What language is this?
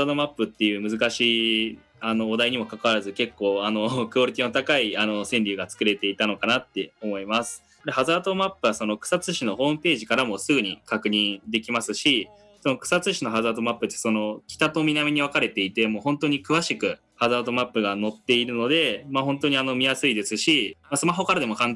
Japanese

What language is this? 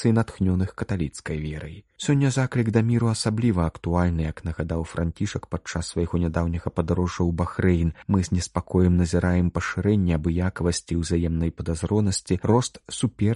Belarusian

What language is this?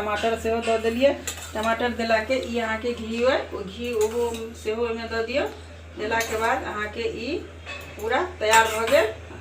Maithili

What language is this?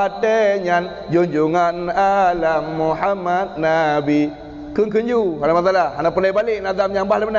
Achinese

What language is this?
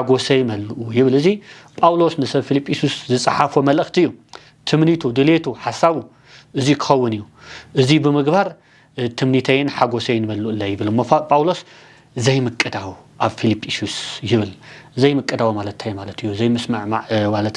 Tigrinya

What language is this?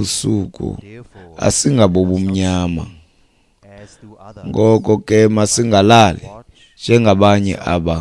Xhosa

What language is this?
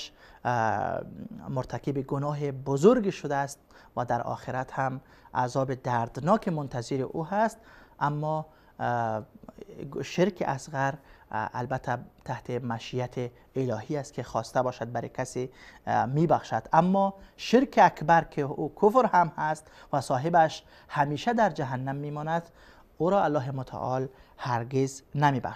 Persian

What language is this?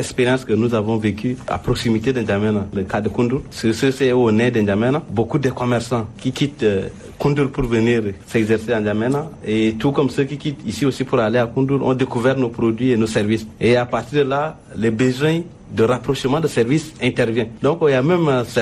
French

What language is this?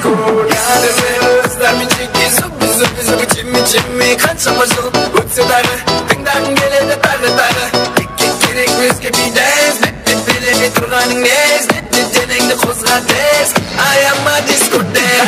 Kara-Kalpak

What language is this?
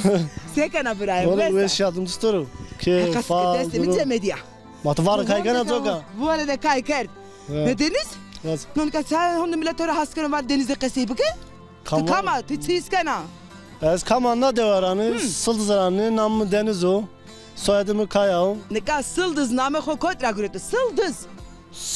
Zaza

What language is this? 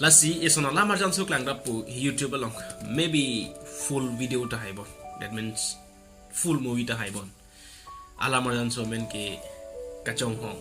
Karbi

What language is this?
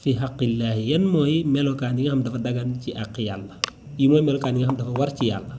Wolof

